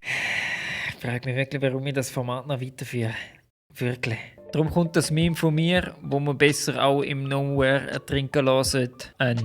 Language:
Swiss German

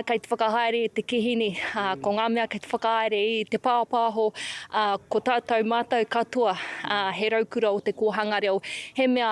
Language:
Māori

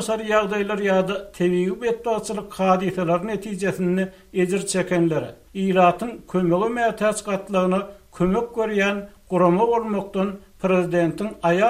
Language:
Turkmen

